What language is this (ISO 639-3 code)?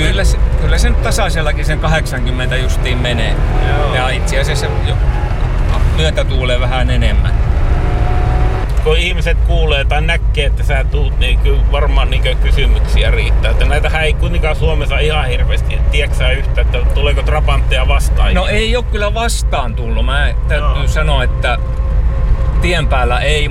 fin